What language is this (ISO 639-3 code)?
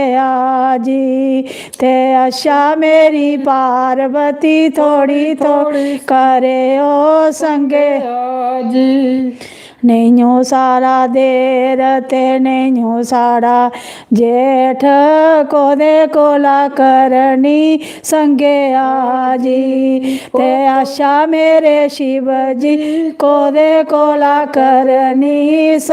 doi